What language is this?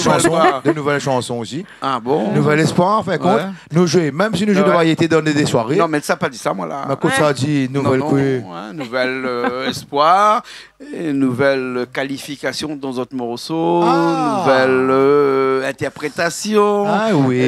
Réunion Creole French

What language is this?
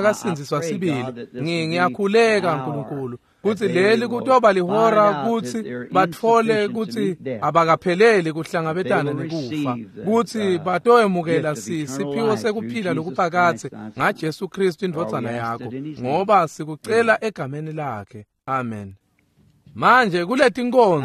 Swati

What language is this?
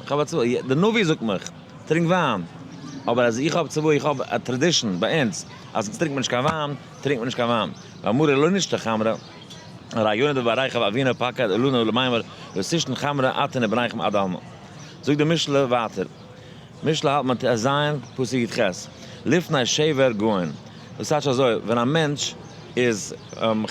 Yiddish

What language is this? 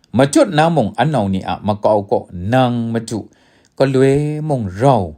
Kachin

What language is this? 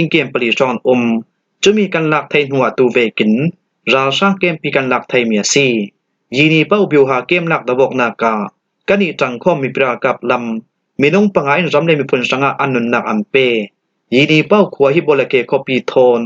Falam Chin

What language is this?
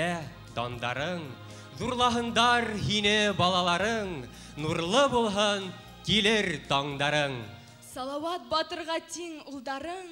Bashkir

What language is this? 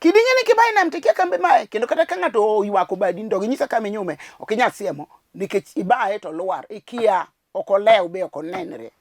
Luo (Kenya and Tanzania)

